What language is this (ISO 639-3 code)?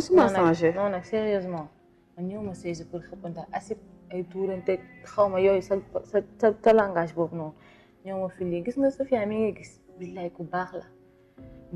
wol